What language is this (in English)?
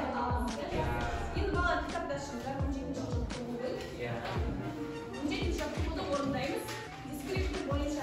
Kazakh